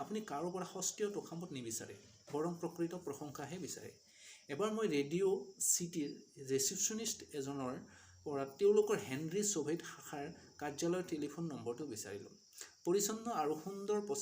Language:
Assamese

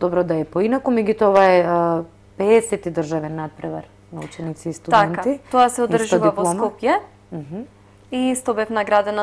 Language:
Macedonian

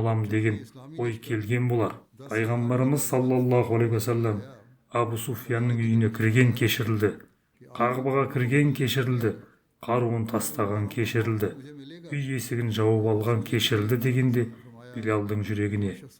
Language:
Kazakh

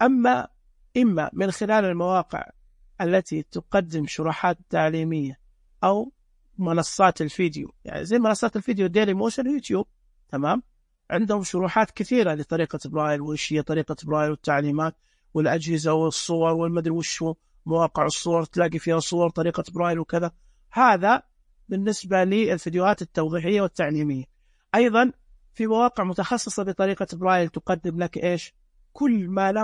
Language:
Najdi Arabic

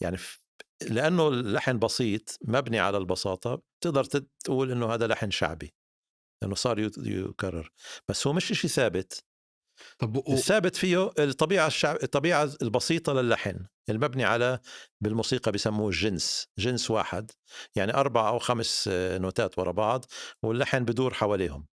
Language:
North Levantine Arabic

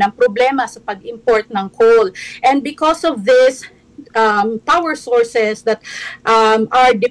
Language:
Filipino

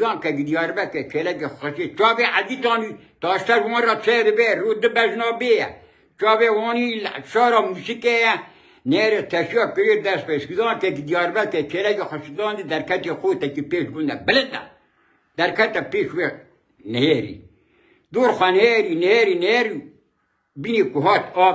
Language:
Kurdish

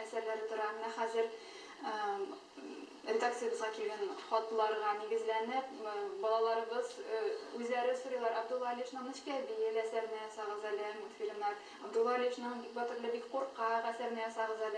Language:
Tatar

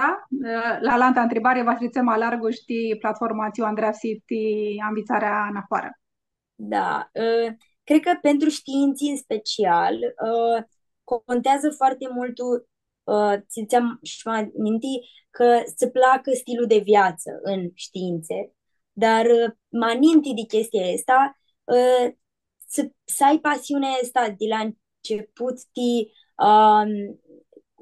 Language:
Aromanian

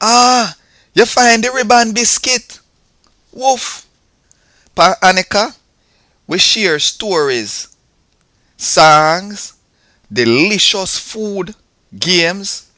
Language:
Jamaican Creole English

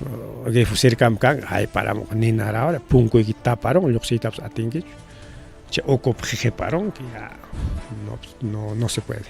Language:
Ayacucho Quechua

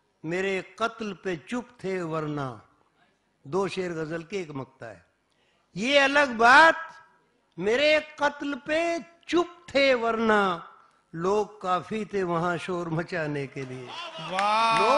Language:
Hindi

